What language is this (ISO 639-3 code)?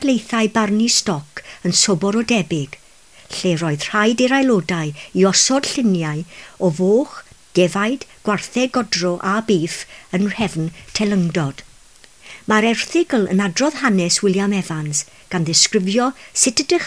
cym